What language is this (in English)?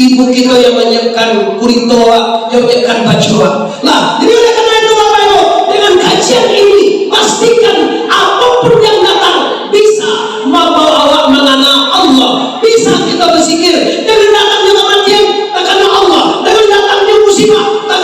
Minangkabau